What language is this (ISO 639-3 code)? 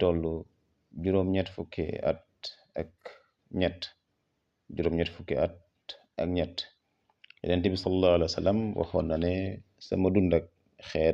wol